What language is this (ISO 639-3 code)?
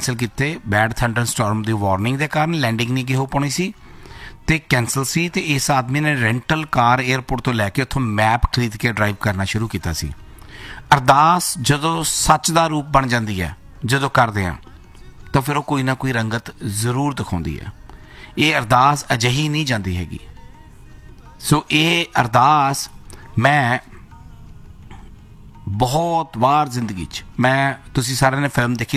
pan